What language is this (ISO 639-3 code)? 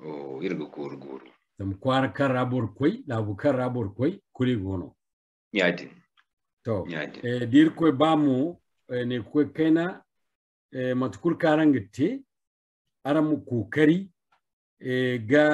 dje